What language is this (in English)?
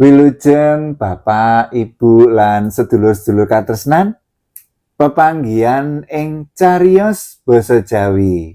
Javanese